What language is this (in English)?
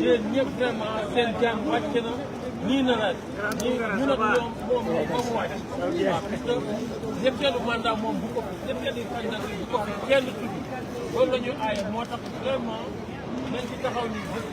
Wolof